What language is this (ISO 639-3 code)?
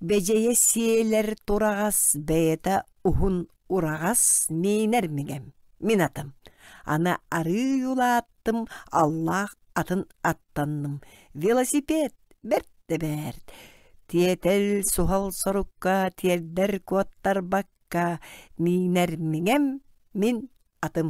sah